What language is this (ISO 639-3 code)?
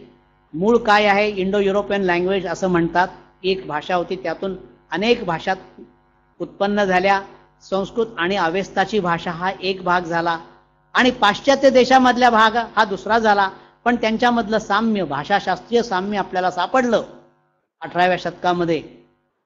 mar